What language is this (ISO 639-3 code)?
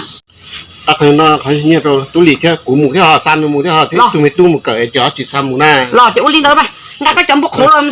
hmn